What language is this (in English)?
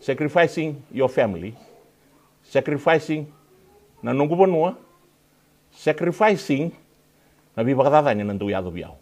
Fijian